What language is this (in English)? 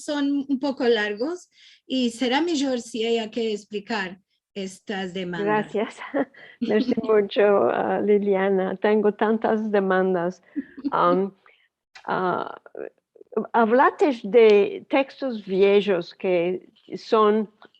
Ladino